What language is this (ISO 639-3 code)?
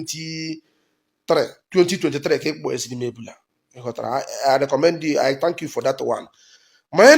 ibo